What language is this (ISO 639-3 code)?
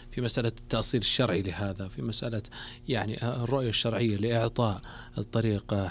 ars